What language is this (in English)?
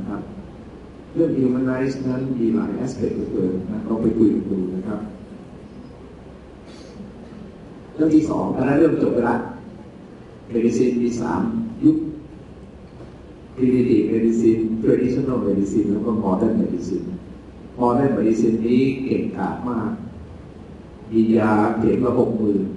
Thai